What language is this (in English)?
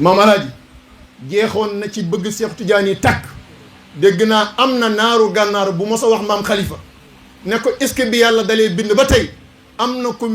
Wolof